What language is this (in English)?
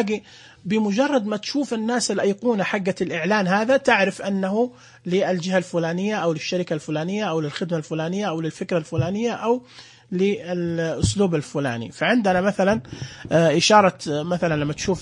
Najdi Arabic